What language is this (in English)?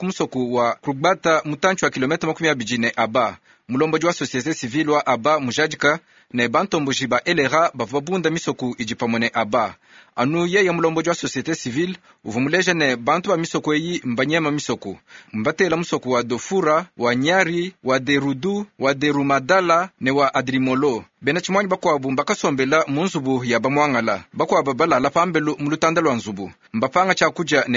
Luba-Lulua